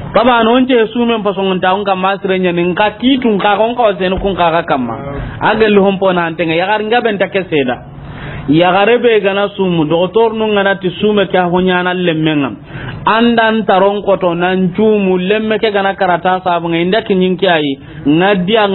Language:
Soninke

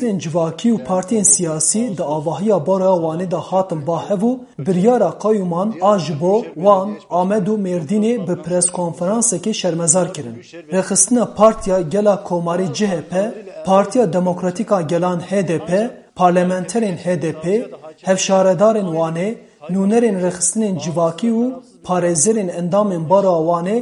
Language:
Kurdish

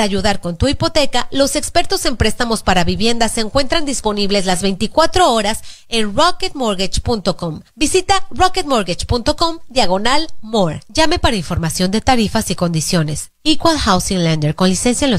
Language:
Spanish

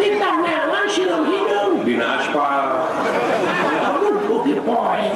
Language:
Sundanese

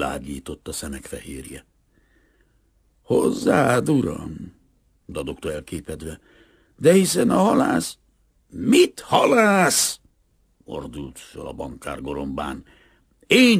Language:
Hungarian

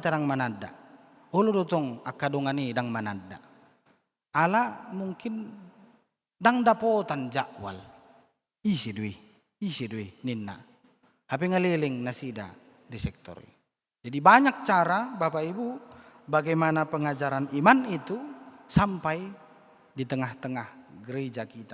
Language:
Batak Toba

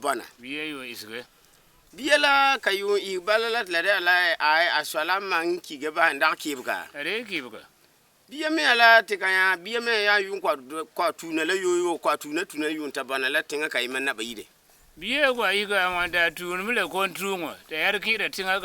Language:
Frafra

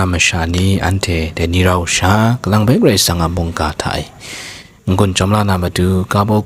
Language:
Kachin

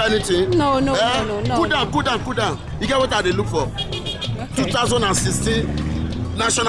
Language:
Nigerian Pidgin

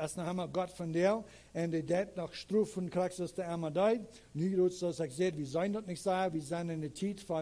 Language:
Plautdietsch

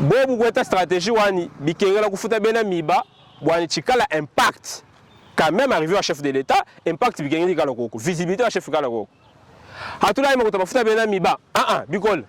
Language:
Luba-Lulua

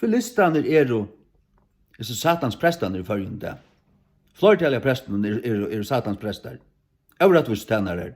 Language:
Faroese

